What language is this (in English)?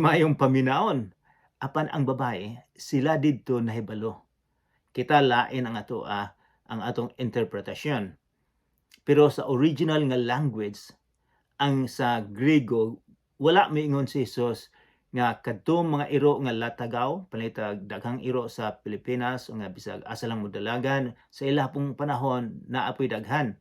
Cebuano